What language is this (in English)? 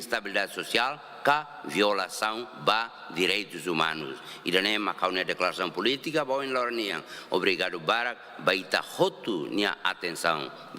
Tetum